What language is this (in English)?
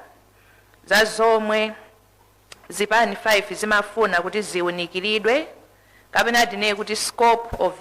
Nyanja